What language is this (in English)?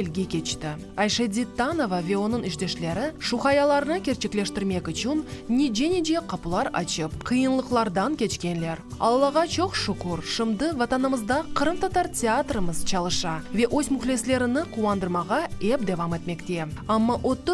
Crimean Tatar